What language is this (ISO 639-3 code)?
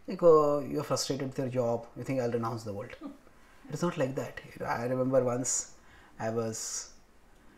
eng